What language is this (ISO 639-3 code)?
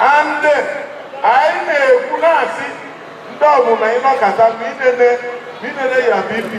ibo